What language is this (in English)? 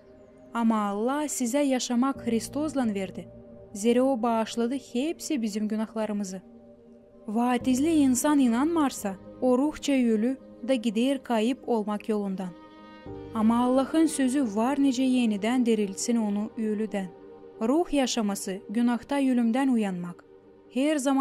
Gagauz